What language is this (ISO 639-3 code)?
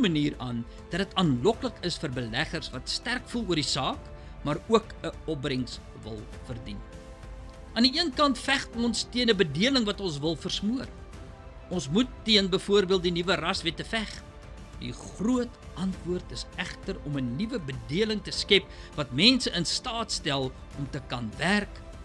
afr